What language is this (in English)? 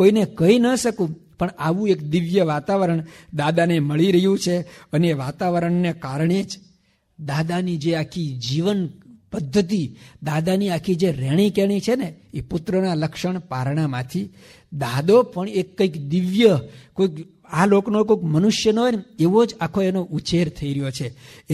Gujarati